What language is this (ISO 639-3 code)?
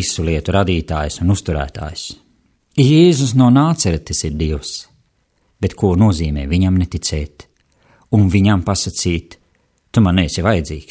lav